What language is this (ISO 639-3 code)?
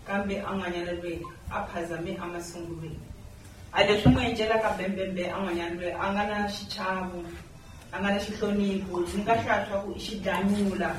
tso